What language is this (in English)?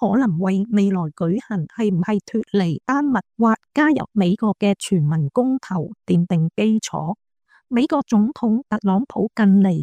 Cantonese